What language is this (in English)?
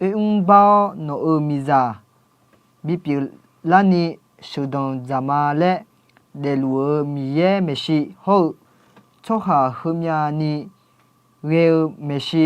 Akha